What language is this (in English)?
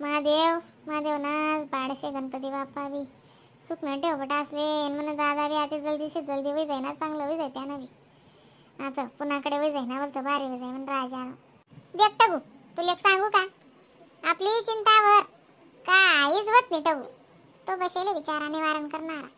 Khandesi